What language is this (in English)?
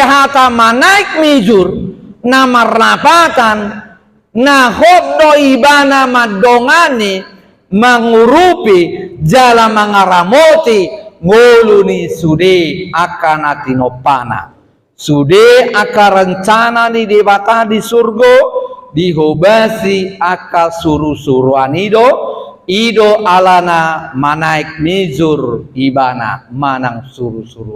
Batak Toba